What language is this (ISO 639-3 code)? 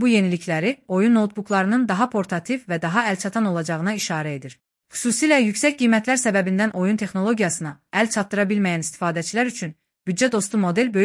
aze